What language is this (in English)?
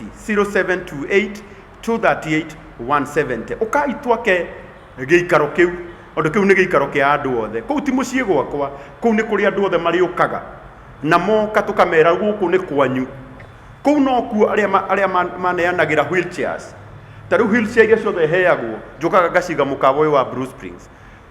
Kikuyu